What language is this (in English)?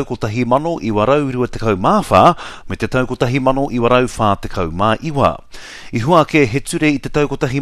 Māori